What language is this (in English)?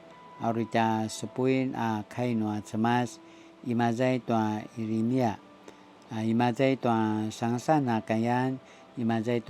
Paiwan